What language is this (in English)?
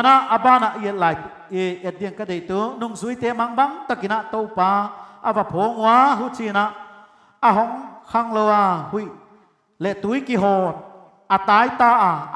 Paite Chin